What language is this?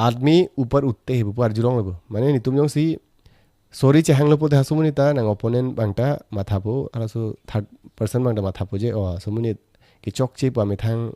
Karbi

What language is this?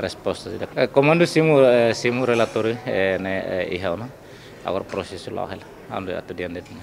Tetum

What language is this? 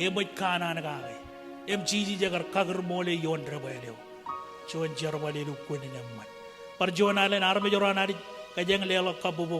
Marshallese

